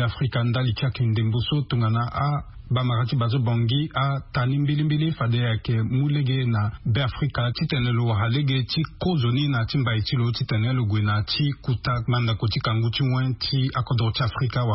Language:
Sango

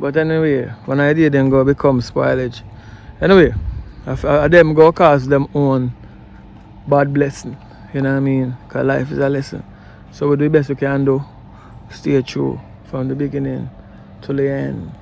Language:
Jamaican Creole English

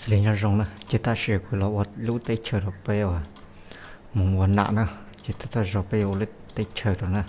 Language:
Hmong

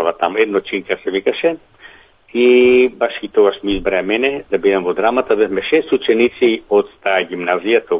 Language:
Macedonian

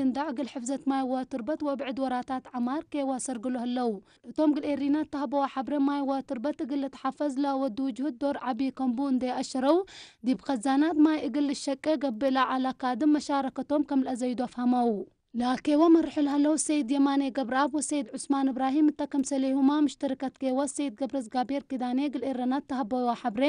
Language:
Tigre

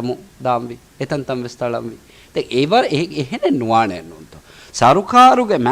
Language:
Divehi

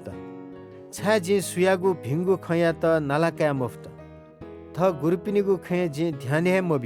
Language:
Newari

